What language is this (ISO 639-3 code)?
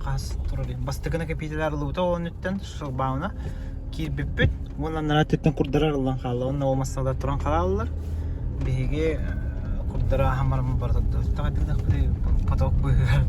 sah